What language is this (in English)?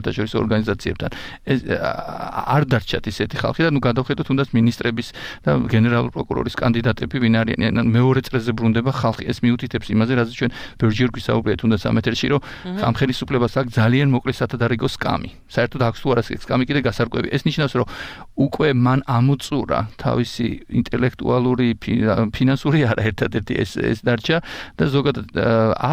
Georgian